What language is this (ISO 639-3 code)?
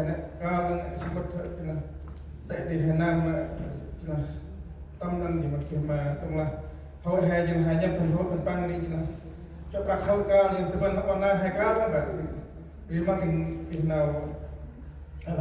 cmo